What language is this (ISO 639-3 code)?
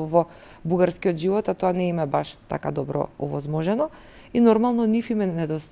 mkd